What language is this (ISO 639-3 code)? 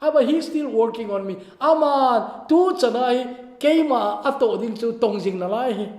tcz